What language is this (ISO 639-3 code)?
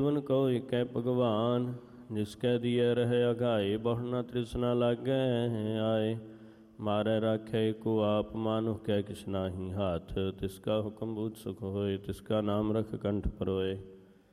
pan